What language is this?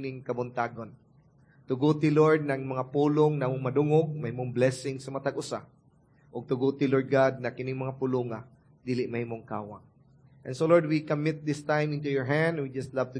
Cebuano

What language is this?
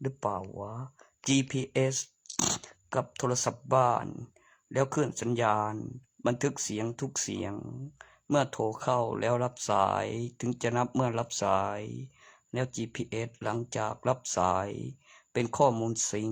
Lao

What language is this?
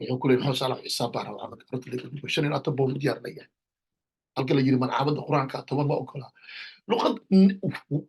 Somali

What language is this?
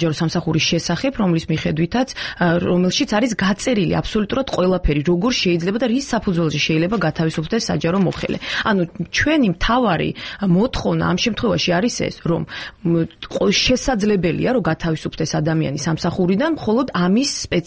Georgian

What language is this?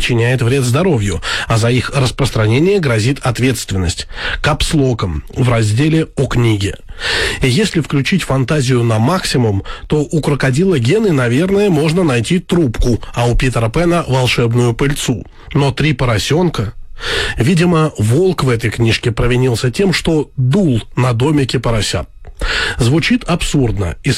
Russian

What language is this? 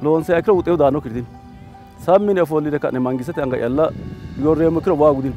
Sidamo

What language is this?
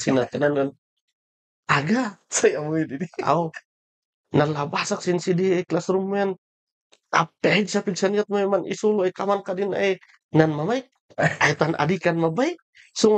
Kankanaey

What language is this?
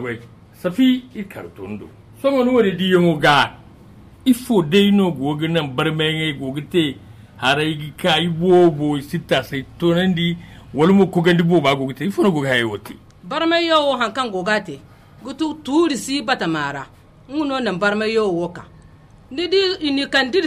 Zarma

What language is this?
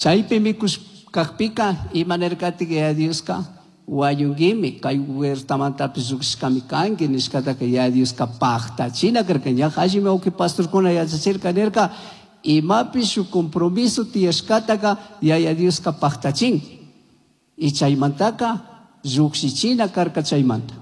Chimborazo Highland Quichua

